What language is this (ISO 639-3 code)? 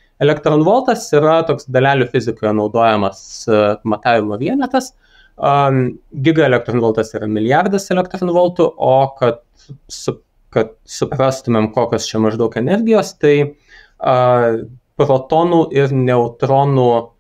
lit